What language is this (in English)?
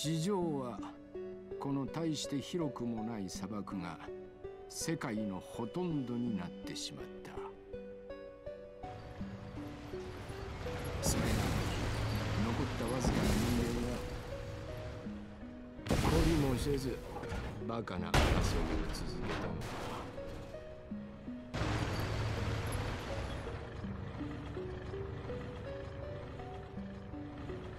Japanese